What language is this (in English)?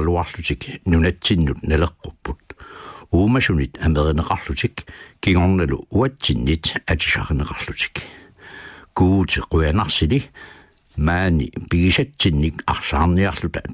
Kalaallisut